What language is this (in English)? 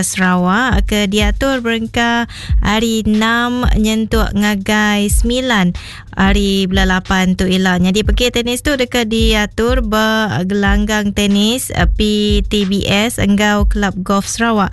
Iban